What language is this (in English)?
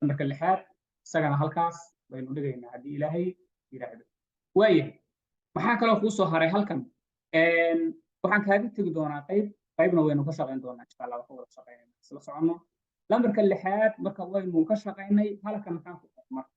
Somali